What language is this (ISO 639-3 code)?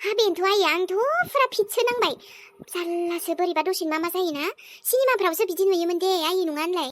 brx